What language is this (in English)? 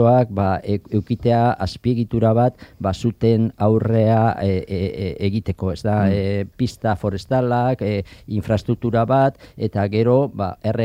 Basque